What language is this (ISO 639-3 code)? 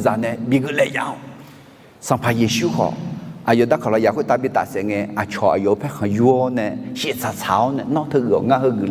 ahk